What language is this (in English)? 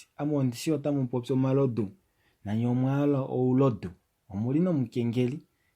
Kuanyama